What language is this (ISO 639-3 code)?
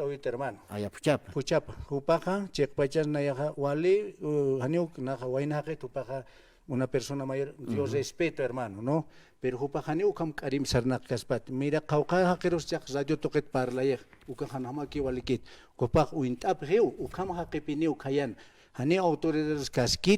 aym